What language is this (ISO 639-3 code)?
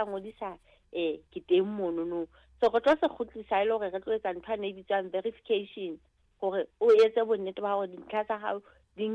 sot